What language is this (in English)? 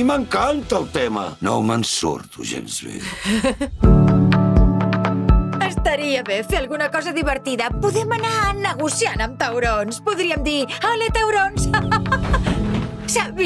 Catalan